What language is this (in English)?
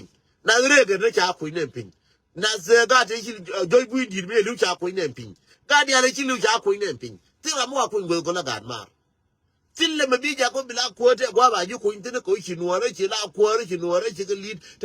Nuer